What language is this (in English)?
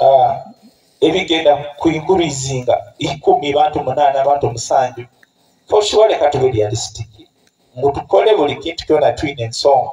Nyoro